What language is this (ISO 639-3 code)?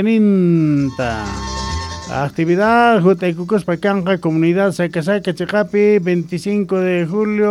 quh